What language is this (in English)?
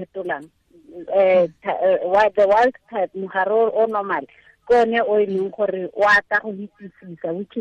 Tswana